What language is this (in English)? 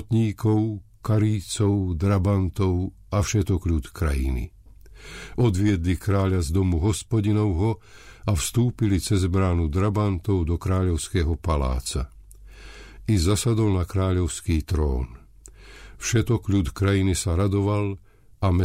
Slovak